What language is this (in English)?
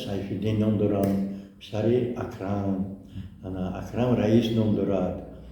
Tajik